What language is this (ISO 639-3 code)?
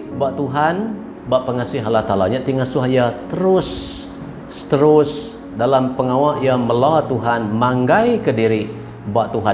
iba